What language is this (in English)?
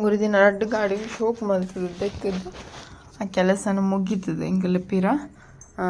Tulu